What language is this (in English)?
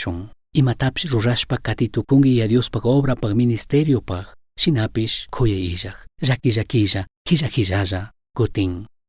Chimborazo Highland Quichua